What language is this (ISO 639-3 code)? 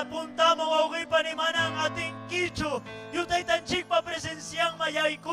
quy